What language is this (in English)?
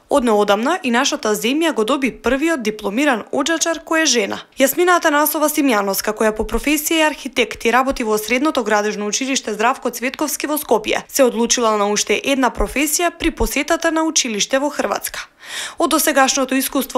Macedonian